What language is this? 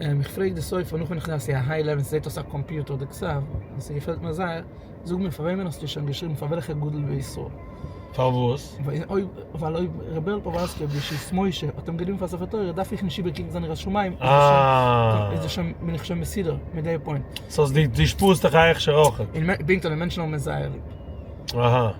Yiddish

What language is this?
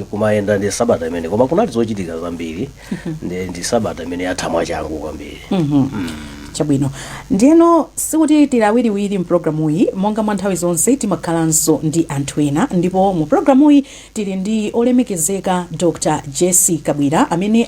Nyanja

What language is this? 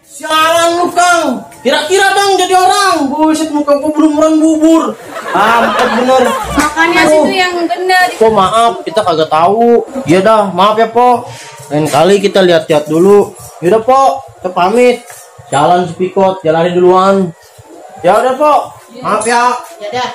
Betawi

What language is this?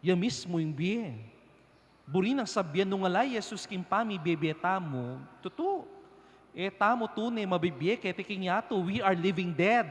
Pampanga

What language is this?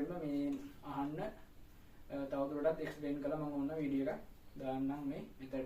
Sinhala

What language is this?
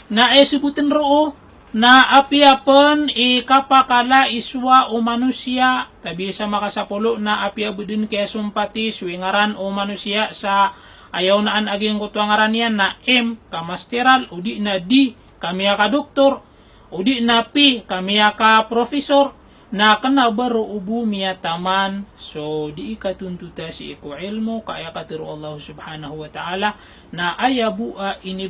Maranao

